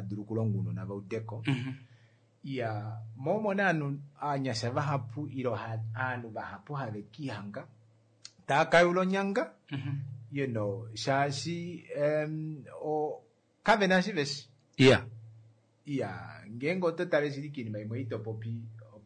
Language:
Kuanyama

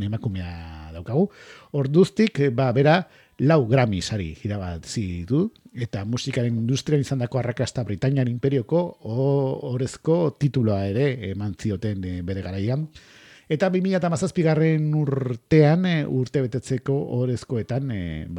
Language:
Basque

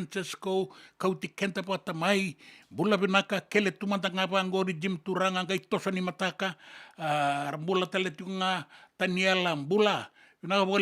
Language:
Fijian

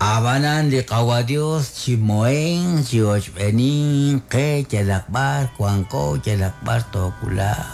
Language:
Kekchí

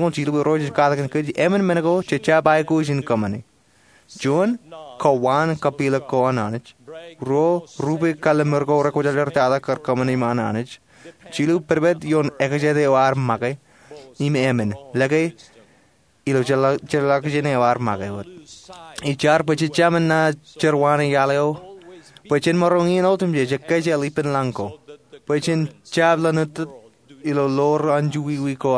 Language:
Marshallese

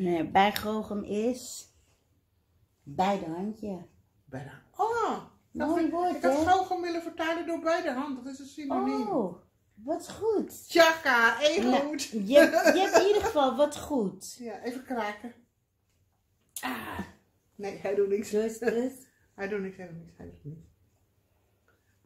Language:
Dutch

